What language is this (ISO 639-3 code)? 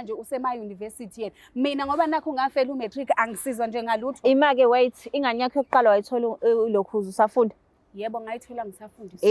zul